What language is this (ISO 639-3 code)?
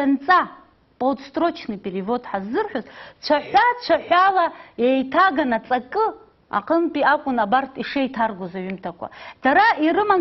abk